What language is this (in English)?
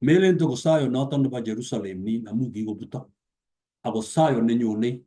Kalenjin